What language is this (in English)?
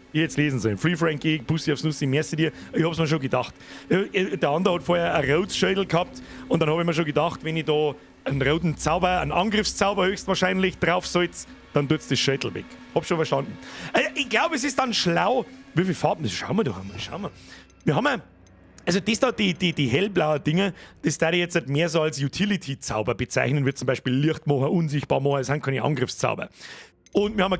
Bavarian